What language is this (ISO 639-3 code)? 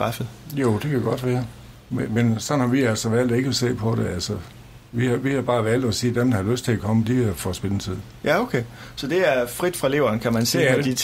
dan